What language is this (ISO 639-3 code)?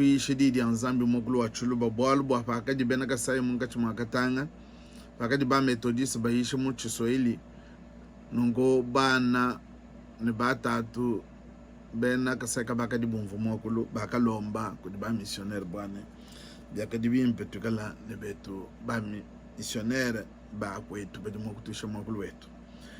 lua